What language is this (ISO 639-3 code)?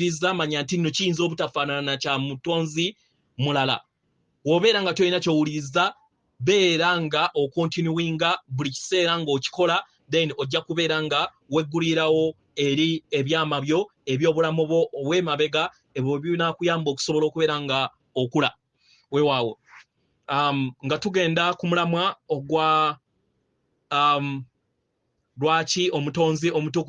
lug